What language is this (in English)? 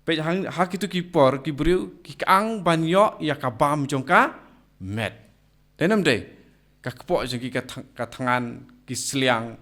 Khasi